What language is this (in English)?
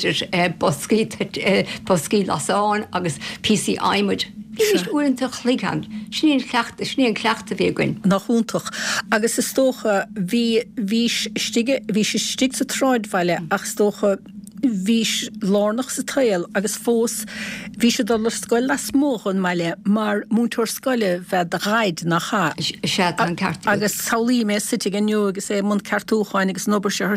Irish